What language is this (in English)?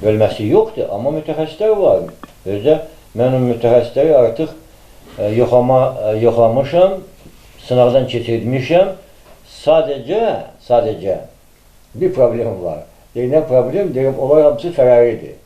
Azerbaijani